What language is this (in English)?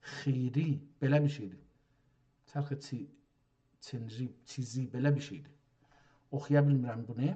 South Azerbaijani